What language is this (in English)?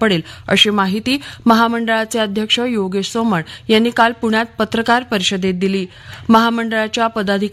Marathi